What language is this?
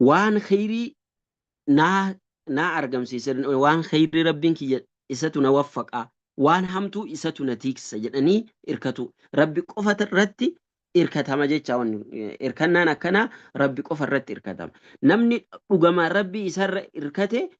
Oromo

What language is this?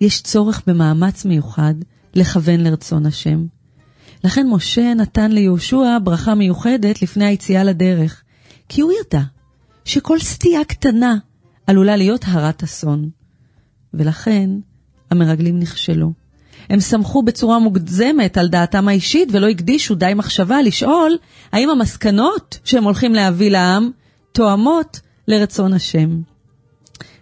Hebrew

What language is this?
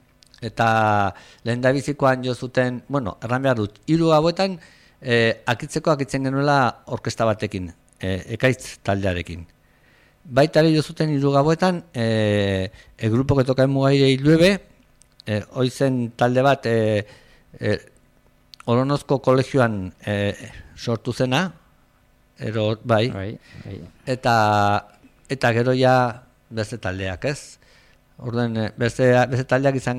Basque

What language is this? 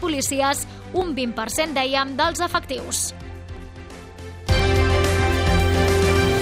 Catalan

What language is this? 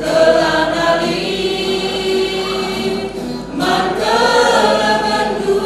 Batak Karo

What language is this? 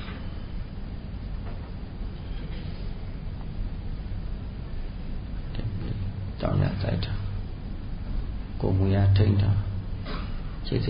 Burmese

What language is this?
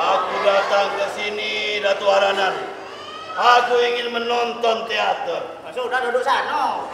Musi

